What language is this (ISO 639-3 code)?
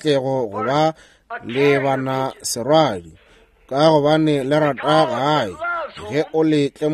nso